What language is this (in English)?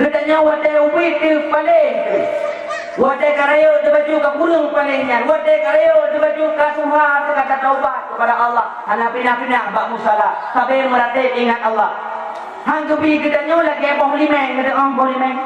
Achinese